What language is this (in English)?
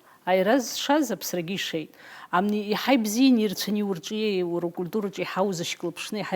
Abkhazian